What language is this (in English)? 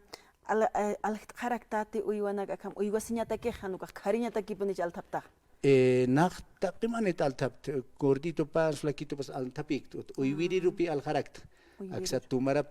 Aymara